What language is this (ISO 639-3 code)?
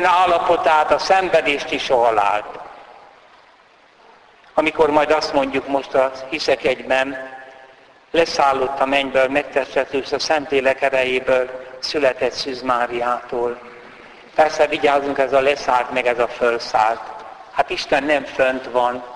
hun